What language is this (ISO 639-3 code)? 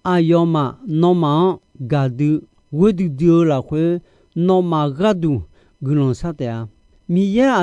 ahk